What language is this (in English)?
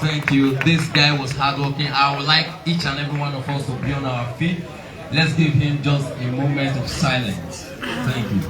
Nigerian Pidgin